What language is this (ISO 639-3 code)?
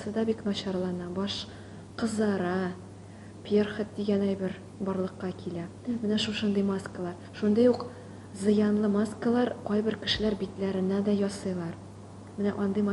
tat